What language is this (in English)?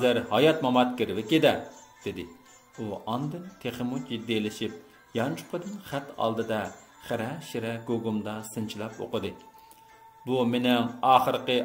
Uyghur